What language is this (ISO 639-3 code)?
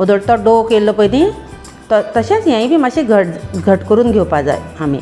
kok